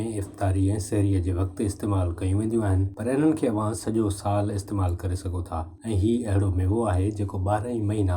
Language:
Sindhi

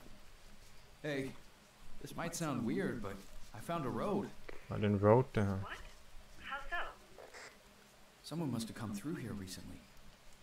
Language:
Danish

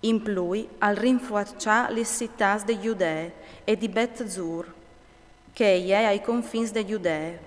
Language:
Friulian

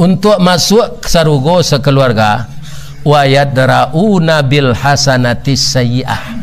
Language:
Minangkabau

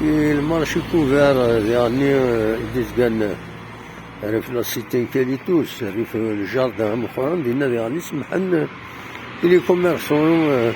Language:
Kabyle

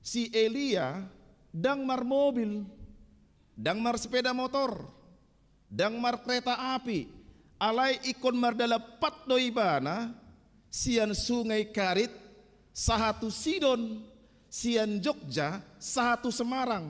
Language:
Batak Toba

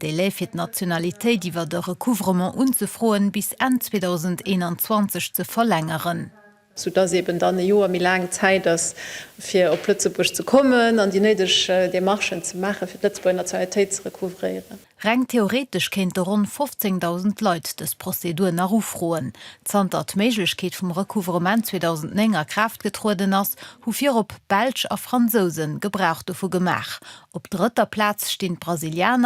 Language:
Luxembourgish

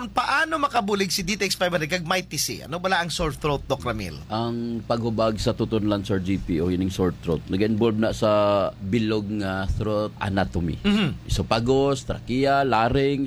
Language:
Hiligaynon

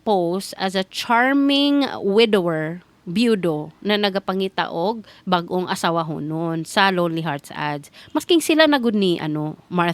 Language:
Cebuano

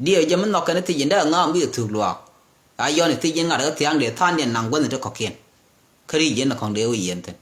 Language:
Nuer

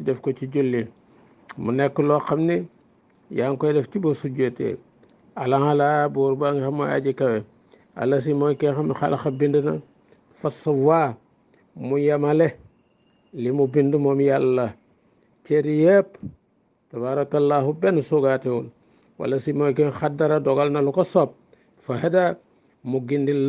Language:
Wolof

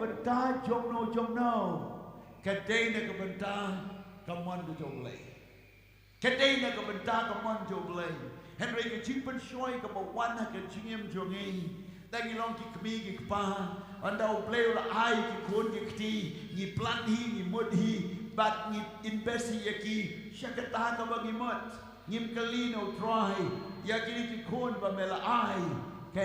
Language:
Khasi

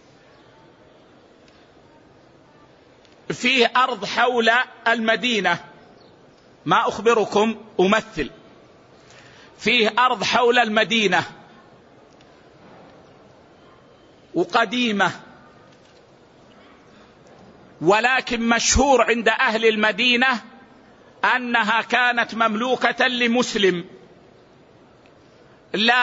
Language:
Arabic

